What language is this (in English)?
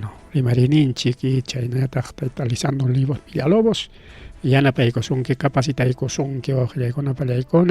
Ayacucho Quechua